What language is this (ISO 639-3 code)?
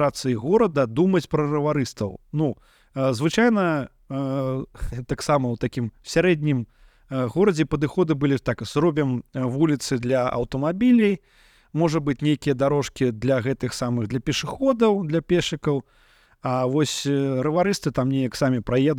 bel